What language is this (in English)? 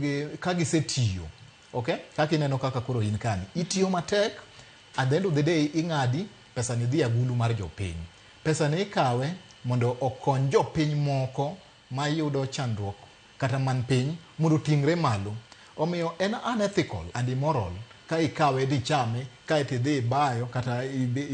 Luo (Kenya and Tanzania)